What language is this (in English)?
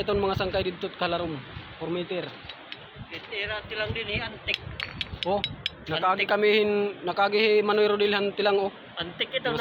Waray